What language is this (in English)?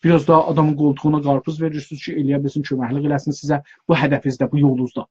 South Azerbaijani